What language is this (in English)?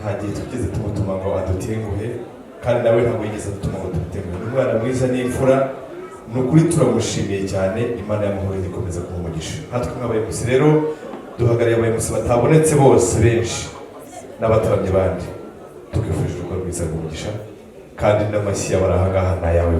Kinyarwanda